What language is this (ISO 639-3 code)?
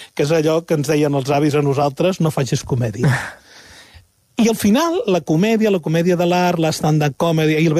cat